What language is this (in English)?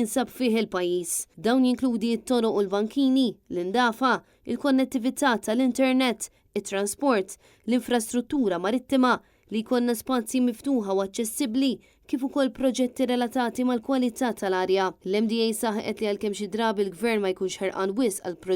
Maltese